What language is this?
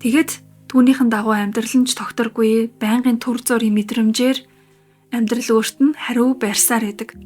Mongolian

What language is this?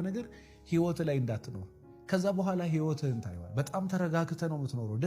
Amharic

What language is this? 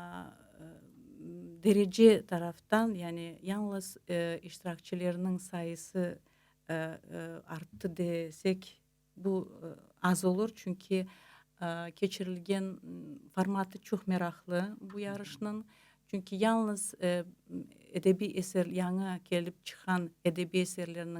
Crimean Tatar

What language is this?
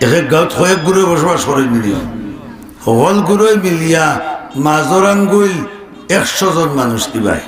Sylheti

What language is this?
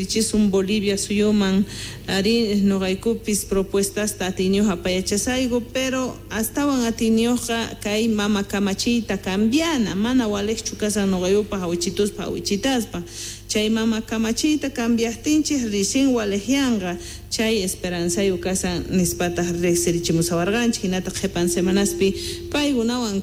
Quechua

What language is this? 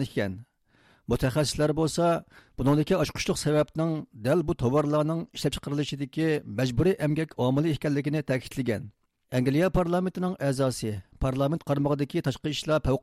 Uyghur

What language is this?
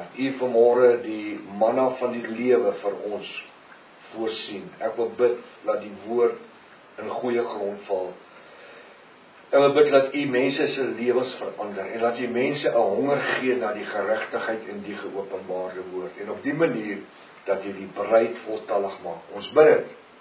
Afrikaans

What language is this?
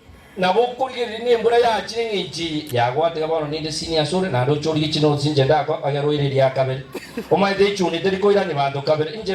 Gusii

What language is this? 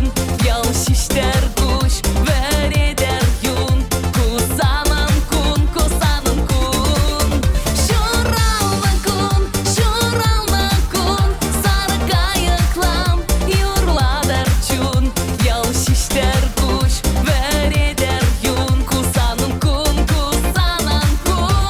Chuvash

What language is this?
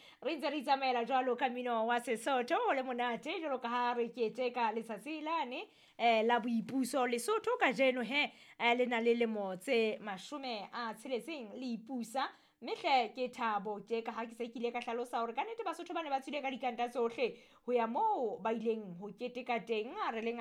Southern Sotho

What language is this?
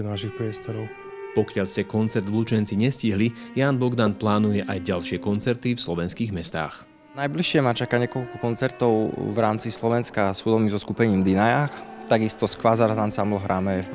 Slovak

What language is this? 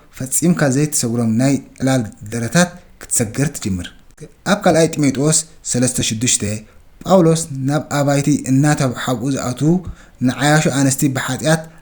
Tigrinya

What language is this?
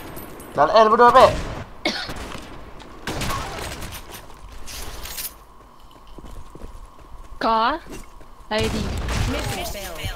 Malay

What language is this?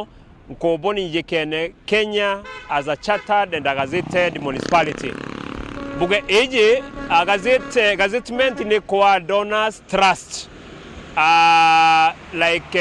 Meru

